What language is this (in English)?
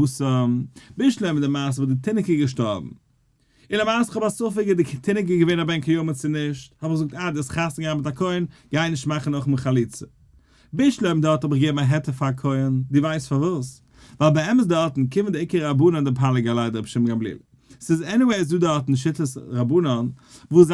Yiddish